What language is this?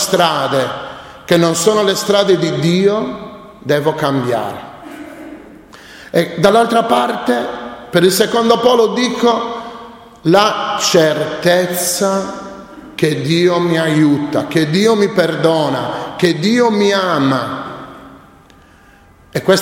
Italian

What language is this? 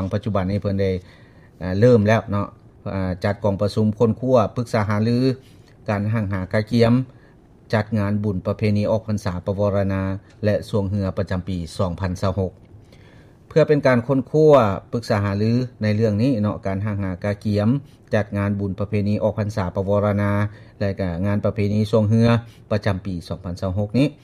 Lao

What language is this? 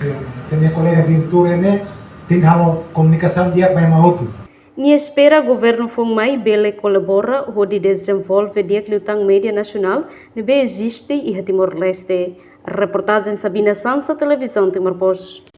Tetum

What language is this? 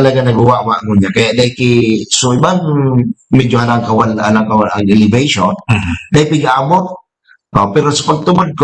Bikol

